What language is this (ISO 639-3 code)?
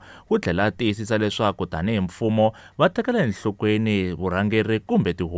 tso